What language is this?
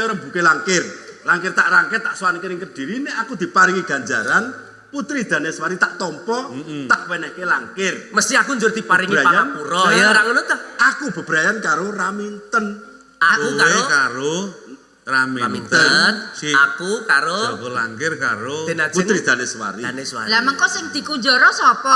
Javanese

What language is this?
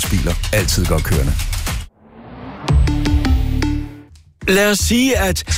Danish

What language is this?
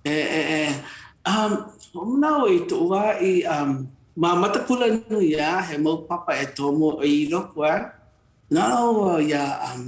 Hawaiian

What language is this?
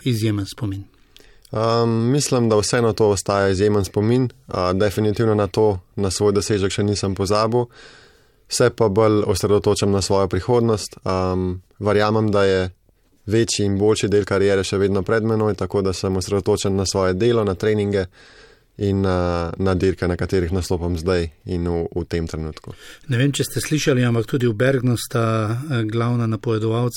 Slovenian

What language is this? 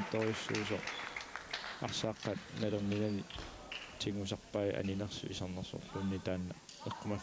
Kalaallisut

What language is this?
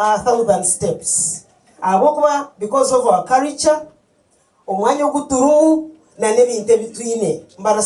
Nyankole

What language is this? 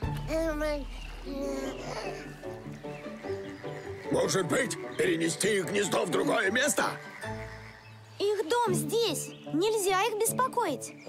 Russian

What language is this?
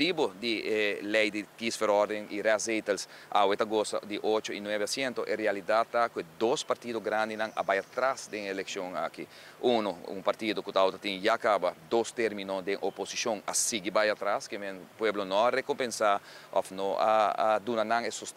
Papiamento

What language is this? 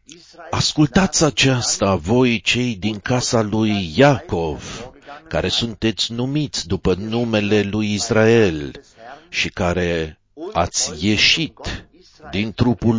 Romanian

